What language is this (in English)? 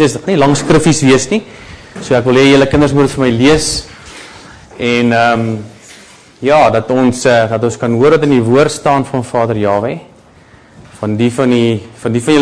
Afrikaans